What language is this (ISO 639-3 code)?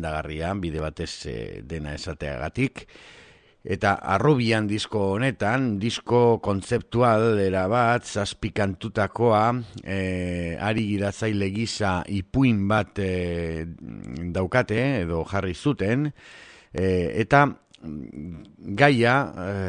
eus